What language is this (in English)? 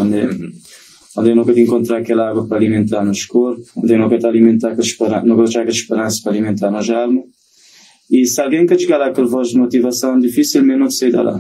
Kabuverdianu